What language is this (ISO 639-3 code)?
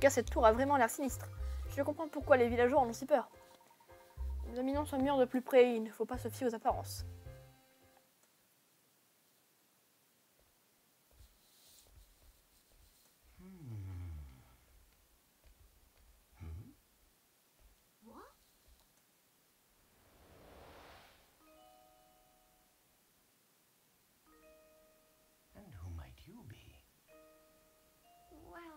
fra